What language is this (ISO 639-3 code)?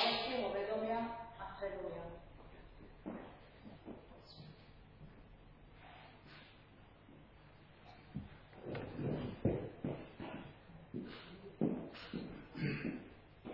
slk